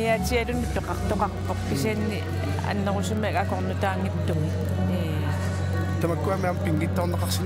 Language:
Kalaallisut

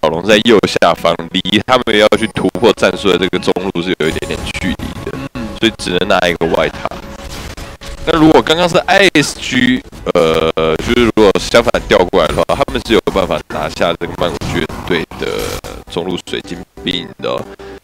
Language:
Chinese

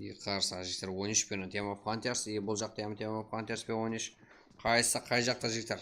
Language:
Kara-Kalpak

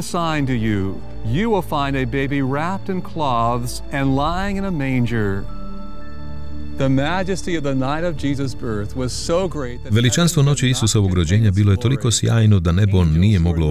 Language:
Croatian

